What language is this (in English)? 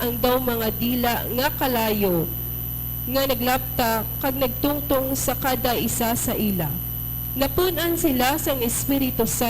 Hiligaynon